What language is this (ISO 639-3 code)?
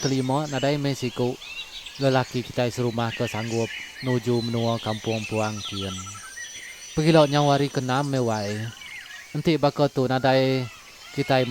iba